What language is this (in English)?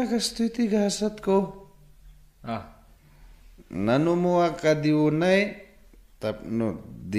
Iloko